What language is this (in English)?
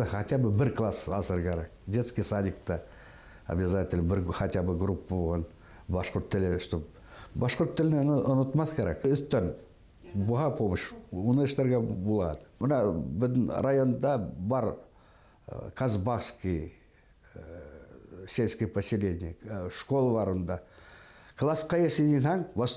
Bashkir